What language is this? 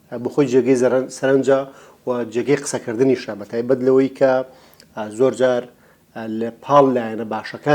Central Kurdish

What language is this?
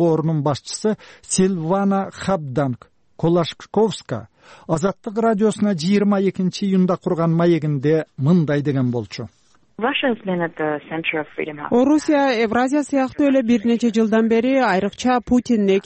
Kyrgyz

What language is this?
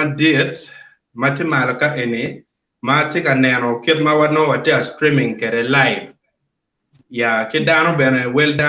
Acoli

